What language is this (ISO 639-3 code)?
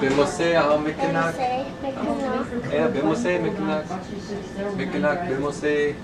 ciw